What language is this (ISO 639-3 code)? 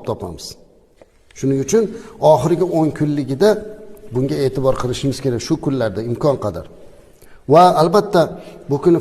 uzb